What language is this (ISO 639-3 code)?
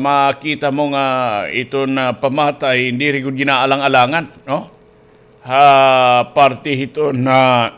war